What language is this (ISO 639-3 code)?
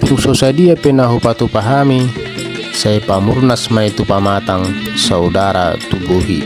bbc